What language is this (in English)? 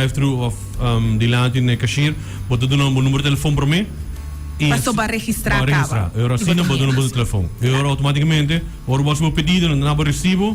Papiamento